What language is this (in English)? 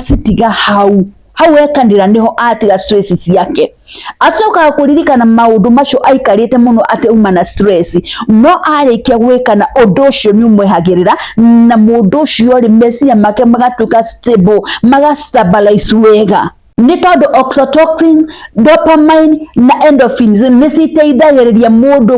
Kikuyu